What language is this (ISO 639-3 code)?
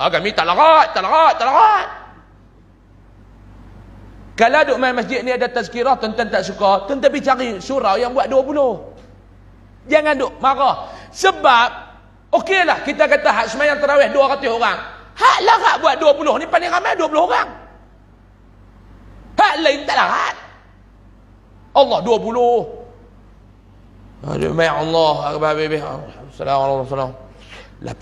msa